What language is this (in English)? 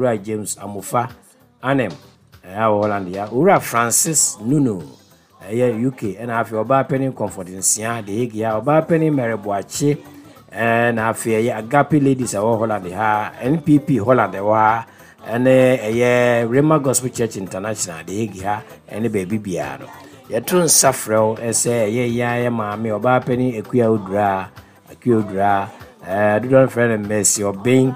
Akan